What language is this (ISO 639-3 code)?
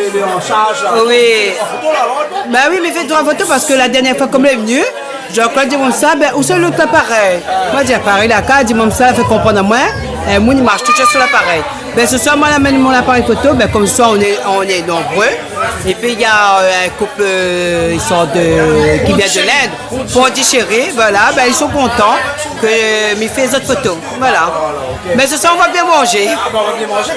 rcf